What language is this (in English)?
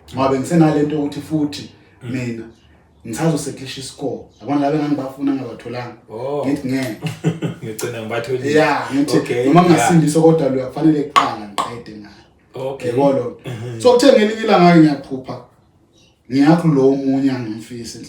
Zulu